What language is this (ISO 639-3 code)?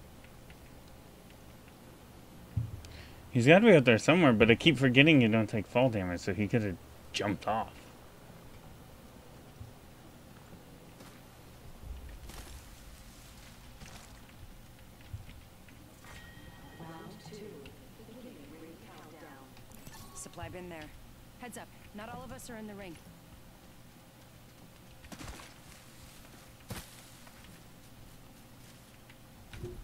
eng